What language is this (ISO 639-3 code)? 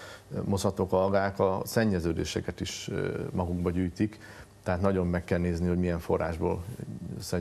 hun